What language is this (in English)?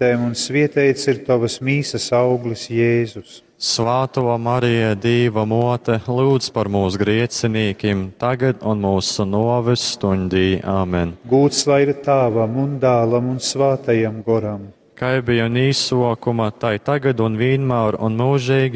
Latgalian